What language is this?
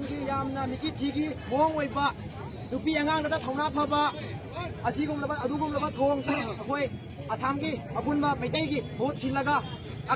Manipuri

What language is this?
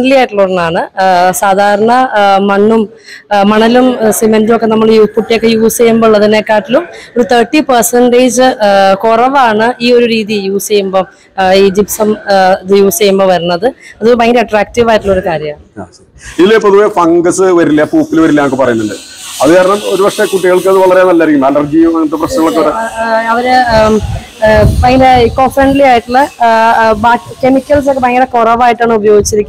Malayalam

